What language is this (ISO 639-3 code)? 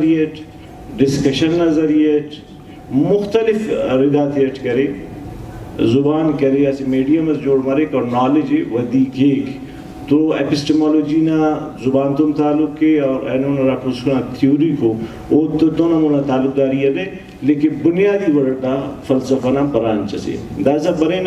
brh